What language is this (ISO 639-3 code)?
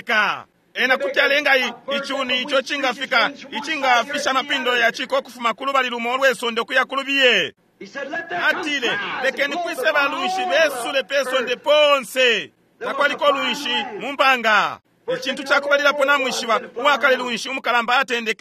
bem